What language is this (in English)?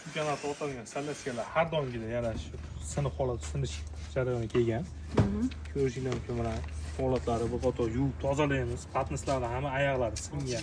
Uzbek